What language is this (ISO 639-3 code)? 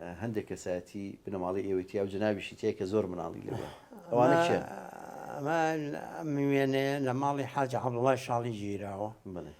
ckb